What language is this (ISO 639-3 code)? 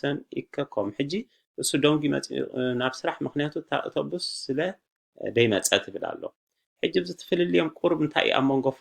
tir